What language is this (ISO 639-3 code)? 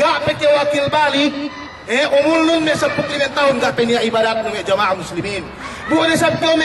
yka